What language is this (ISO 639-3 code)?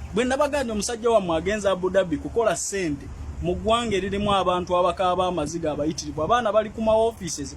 lug